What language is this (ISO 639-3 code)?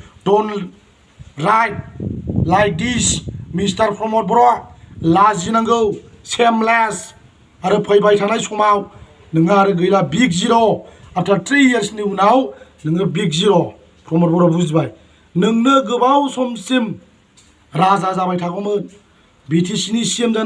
brx